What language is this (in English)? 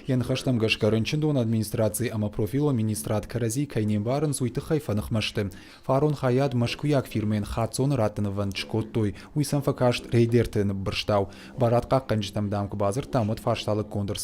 Ossetic